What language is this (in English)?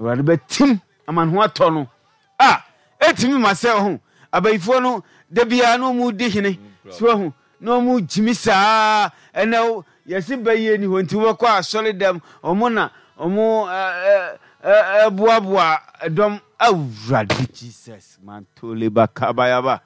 Akan